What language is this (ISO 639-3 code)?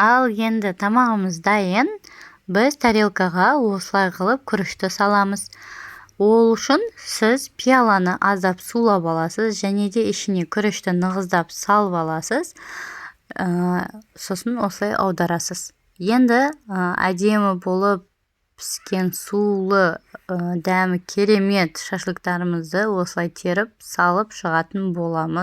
kaz